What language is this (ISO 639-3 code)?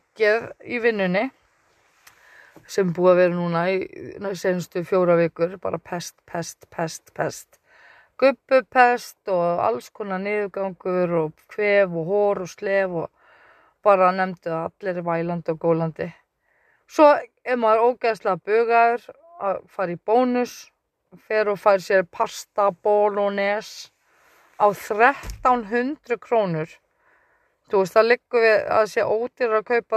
isl